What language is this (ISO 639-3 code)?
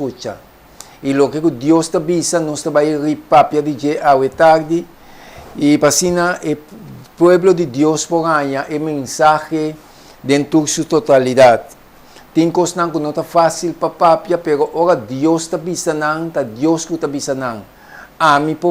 pap